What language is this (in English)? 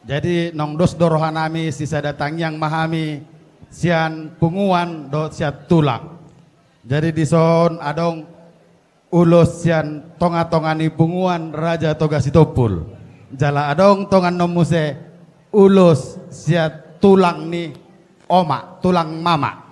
Batak Toba